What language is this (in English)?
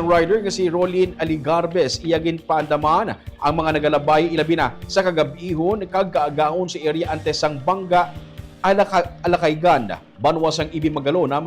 Hiligaynon